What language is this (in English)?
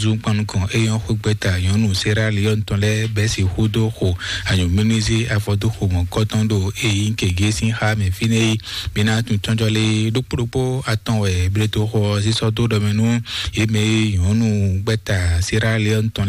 Fon